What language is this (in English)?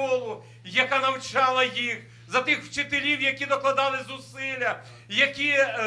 Ukrainian